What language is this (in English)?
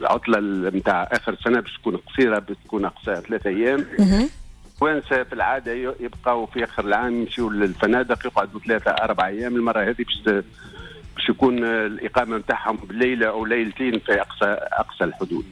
Tunisian Arabic